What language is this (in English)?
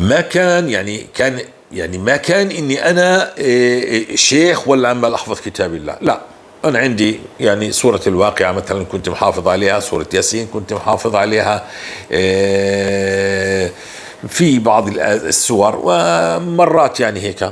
North Levantine Arabic